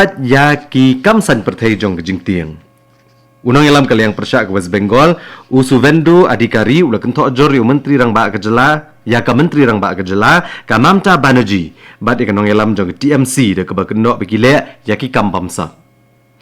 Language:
Khasi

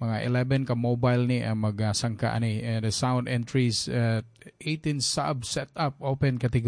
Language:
Cebuano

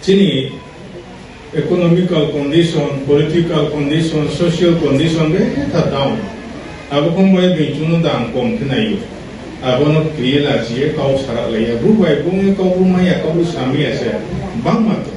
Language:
Riang (India)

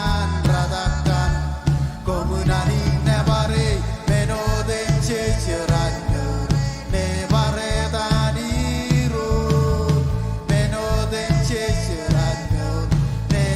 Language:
Marshallese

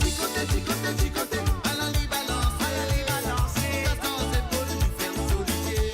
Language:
Morisyen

